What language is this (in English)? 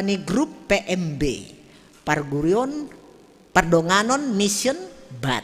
Batak Simalungun